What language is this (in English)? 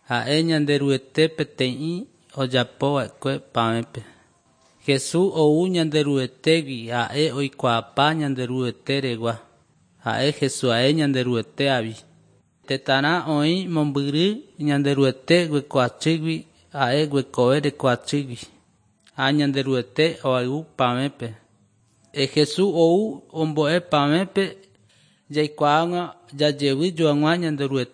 Guarani